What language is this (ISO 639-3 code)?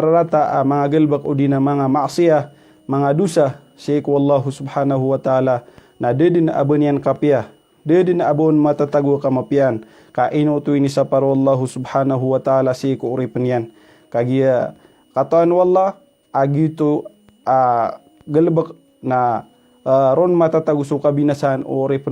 mrw